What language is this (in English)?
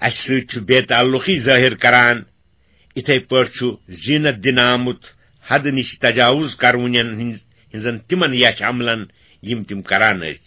Kashmiri